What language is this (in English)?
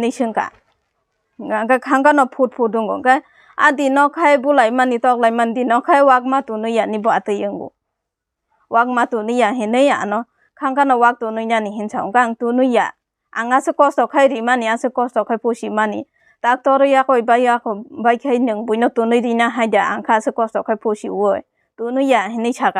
Kok Borok